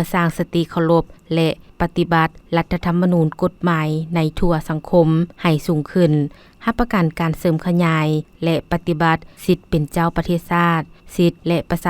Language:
Lao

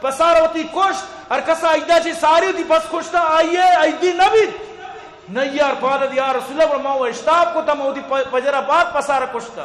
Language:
Eastern Balochi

